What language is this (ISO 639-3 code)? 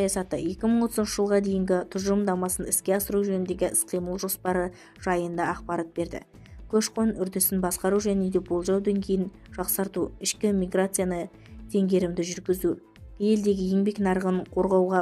kaz